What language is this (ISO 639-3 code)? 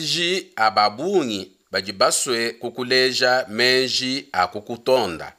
lua